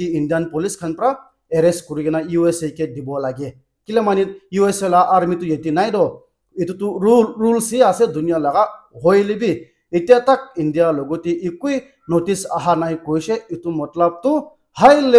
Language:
Naga Pidgin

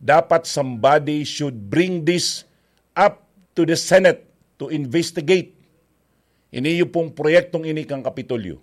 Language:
Bikol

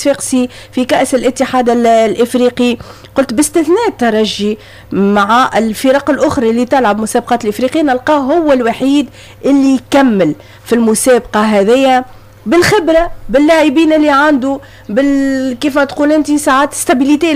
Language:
Tunisian Arabic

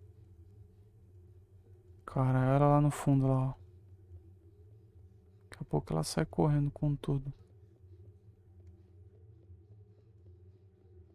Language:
Portuguese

